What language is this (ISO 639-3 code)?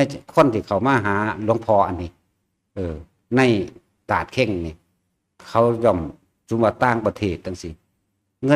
tts